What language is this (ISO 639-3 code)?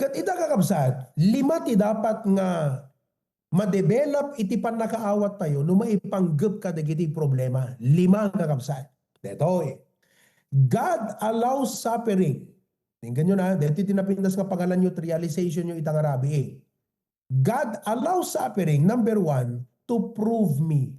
ilo